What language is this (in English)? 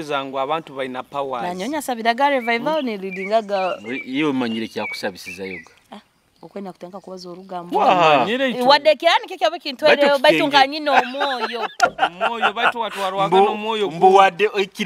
Nyoro